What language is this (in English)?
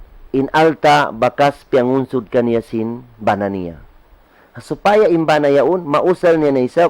Tausug